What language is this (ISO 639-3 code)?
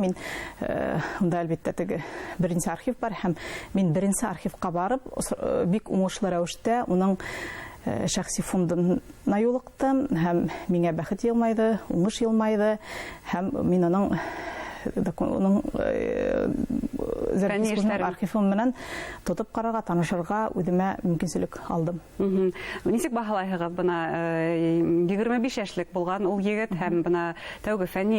bak